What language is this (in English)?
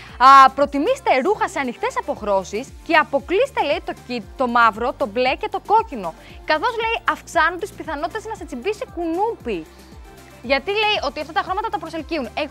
Greek